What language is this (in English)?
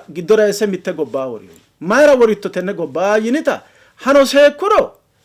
Sidamo